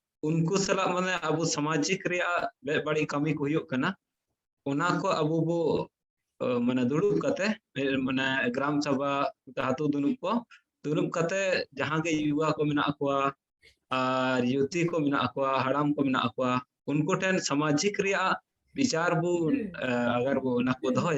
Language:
Santali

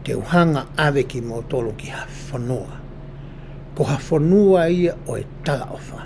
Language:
Tongan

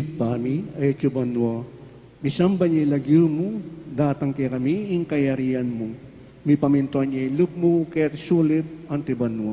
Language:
Pampanga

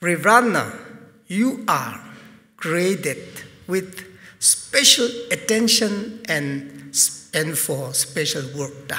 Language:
Tangkhul Naga (India)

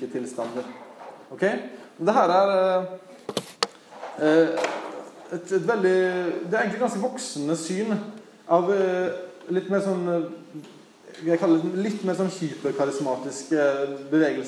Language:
Norwegian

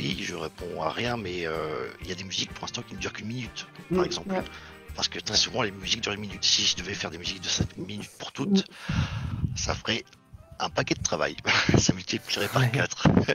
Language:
French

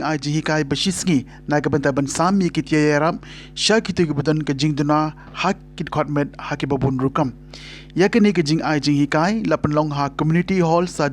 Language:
Khasi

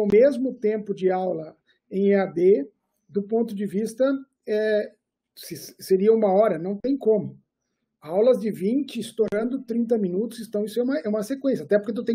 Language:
Portuguese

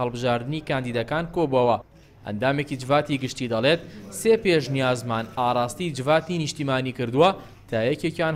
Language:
Central Kurdish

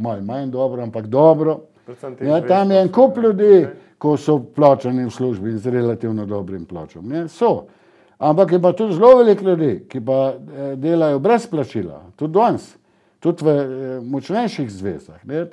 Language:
Slovenian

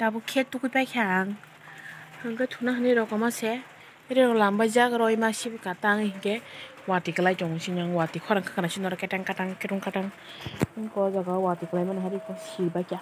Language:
Kok Borok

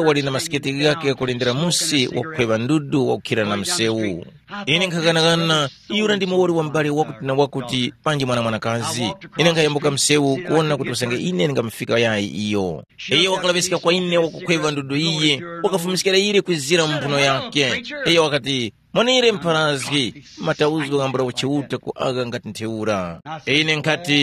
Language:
Tumbuka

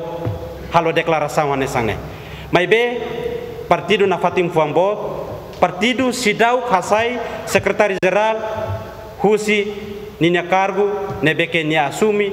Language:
Tetum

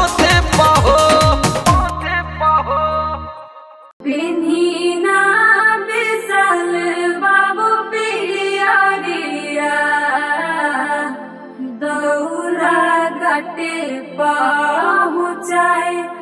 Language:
Bhojpuri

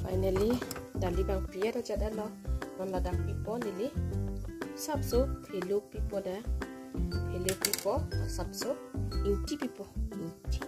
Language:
Karbi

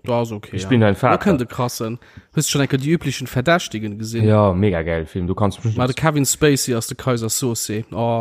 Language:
Luxembourgish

